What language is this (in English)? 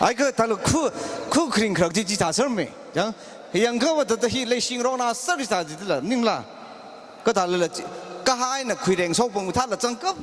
Tangkhul Naga (India)